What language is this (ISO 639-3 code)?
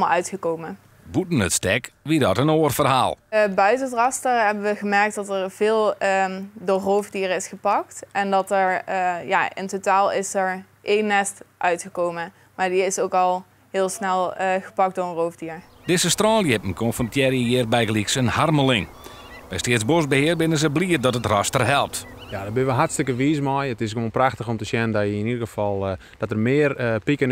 fry